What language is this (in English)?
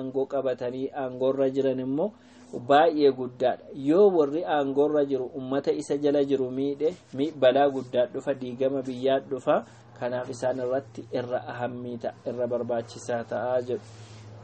Oromo